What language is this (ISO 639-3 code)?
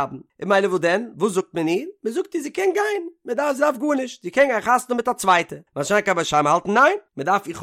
yid